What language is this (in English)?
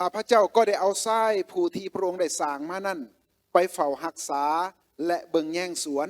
Lao